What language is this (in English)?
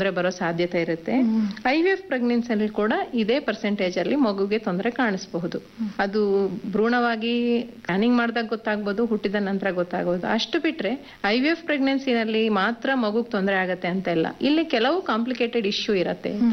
Kannada